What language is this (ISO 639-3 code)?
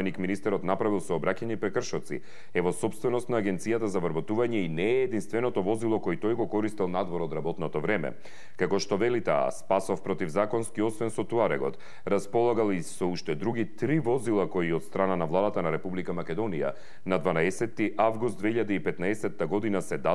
mkd